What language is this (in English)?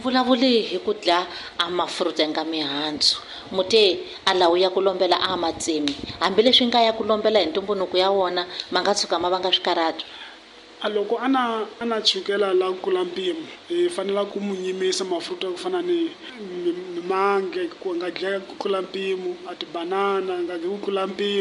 Tsonga